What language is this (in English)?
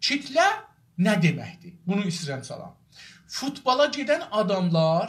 South Azerbaijani